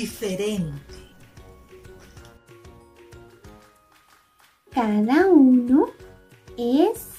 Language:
Spanish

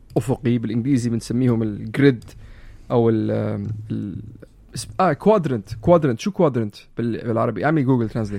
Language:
North Levantine Arabic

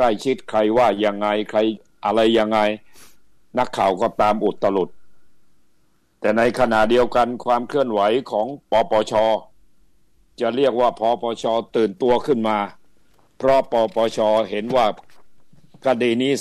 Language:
Thai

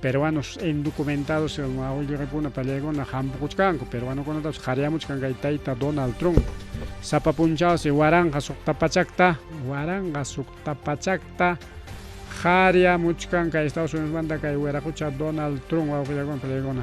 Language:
Ayacucho Quechua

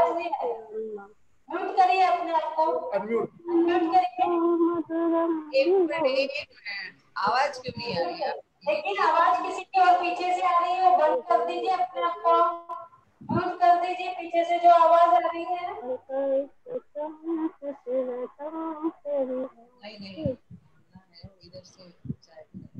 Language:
Hindi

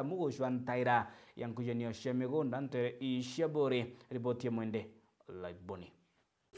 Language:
Meru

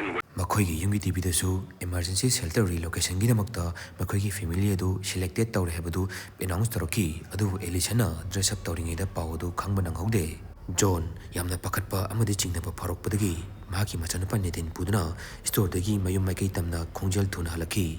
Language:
Manipuri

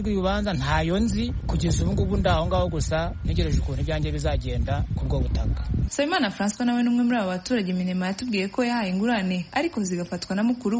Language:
Kinyarwanda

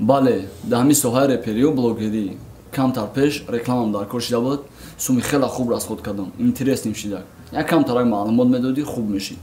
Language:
Tajik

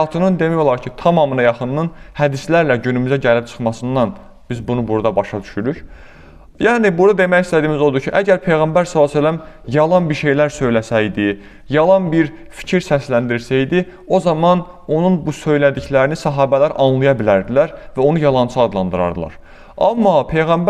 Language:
Azerbaijani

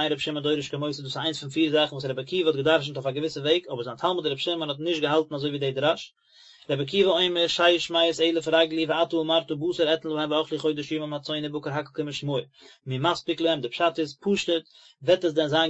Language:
Yiddish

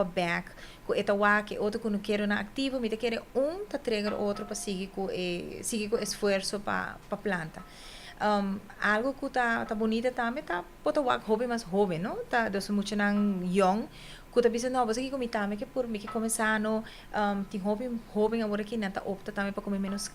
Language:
Papiamento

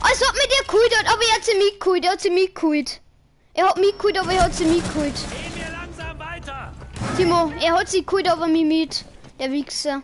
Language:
Bavarian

